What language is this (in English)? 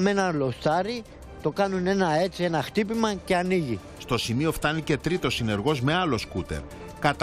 Greek